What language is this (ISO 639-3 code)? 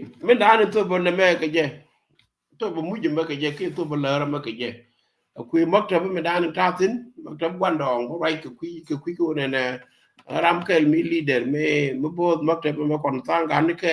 nus